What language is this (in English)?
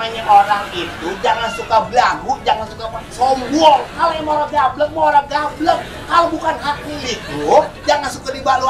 Betawi